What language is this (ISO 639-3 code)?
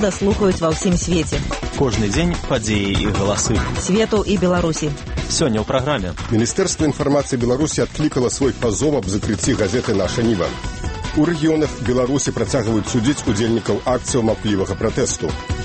bel